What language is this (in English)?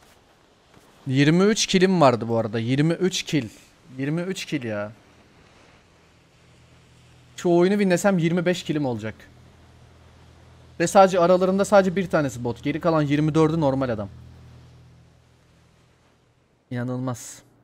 Turkish